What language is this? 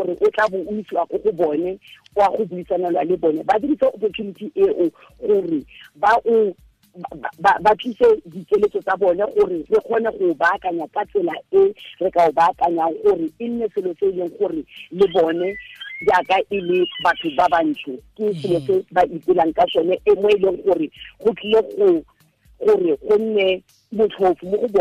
Tswana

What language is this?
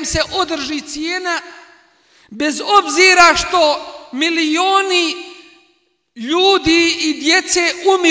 Bosnian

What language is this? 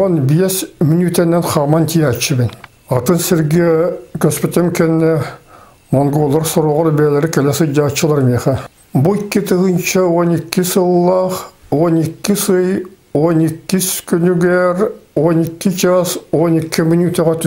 Yakut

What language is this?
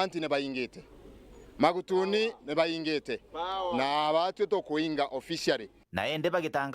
Meru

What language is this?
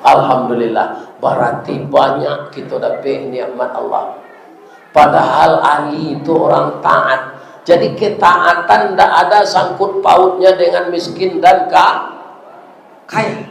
Minangkabau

